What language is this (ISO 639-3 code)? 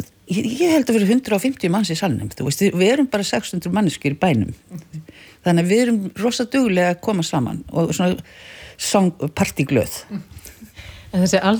isl